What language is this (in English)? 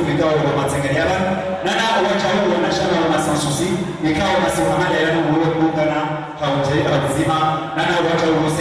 Swahili